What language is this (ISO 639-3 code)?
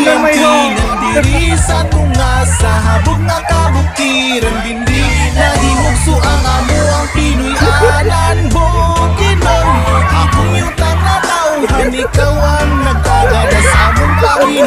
ceb